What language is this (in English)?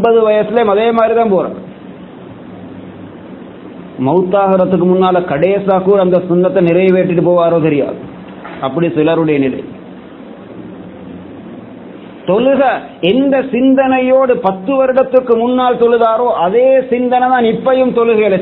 Tamil